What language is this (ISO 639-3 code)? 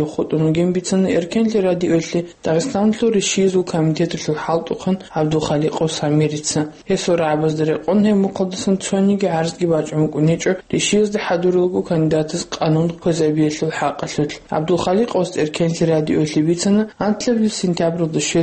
ava